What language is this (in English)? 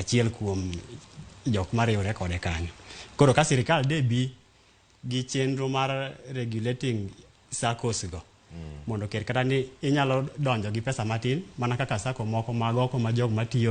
Luo (Kenya and Tanzania)